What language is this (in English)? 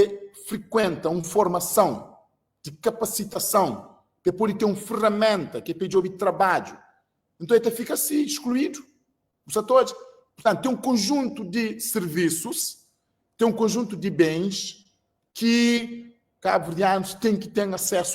Kabuverdianu